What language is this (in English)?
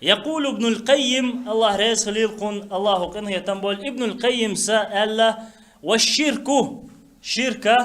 Chechen